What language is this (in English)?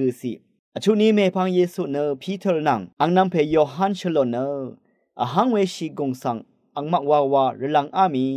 Rawang